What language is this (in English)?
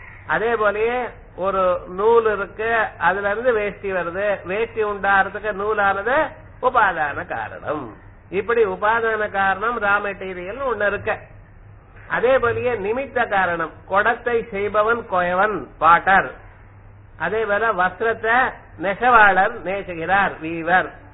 Tamil